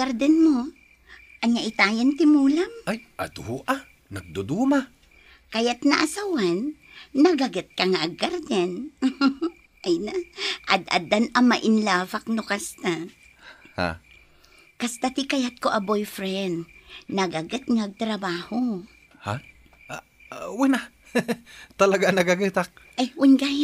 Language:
Iloko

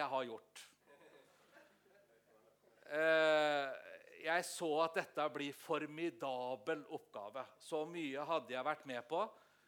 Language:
Norwegian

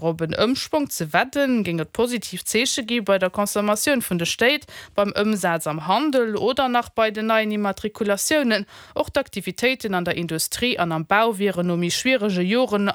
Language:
Luxembourgish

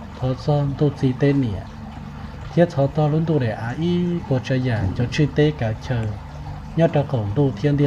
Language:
Hmong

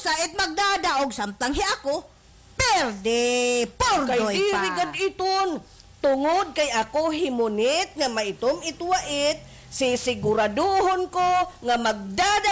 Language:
Waray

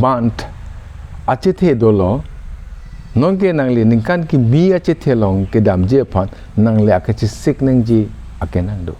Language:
Karbi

